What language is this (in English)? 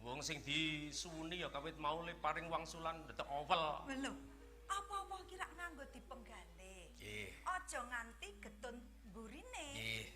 Javanese